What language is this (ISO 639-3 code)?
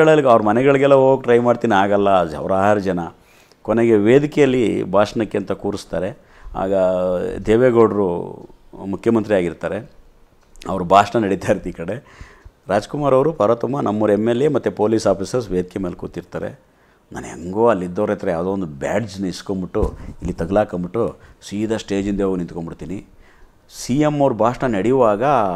kan